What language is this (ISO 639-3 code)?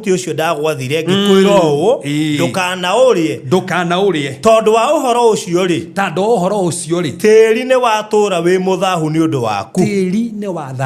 kik